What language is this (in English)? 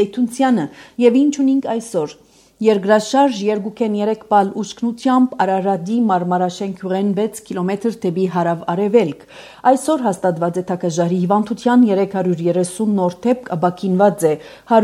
Armenian